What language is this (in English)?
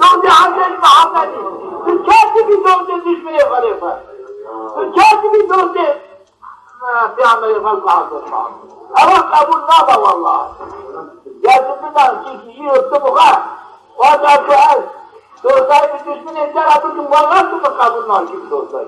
Zaza